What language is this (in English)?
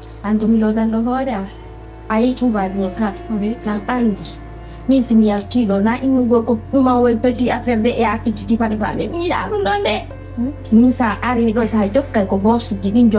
Fula